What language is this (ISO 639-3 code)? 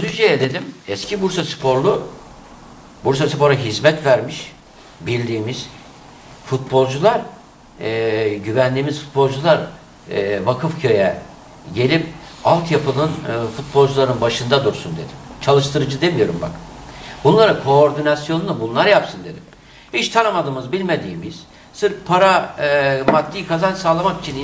tur